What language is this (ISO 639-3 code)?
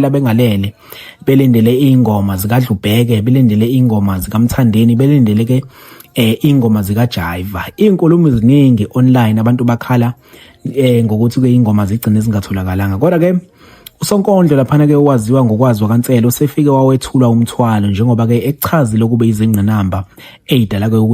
zul